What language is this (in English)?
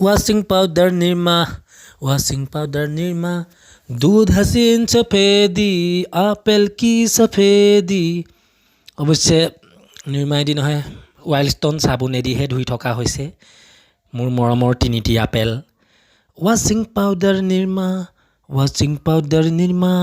Assamese